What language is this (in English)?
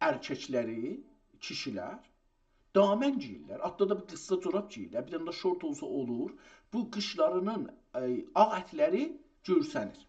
South Azerbaijani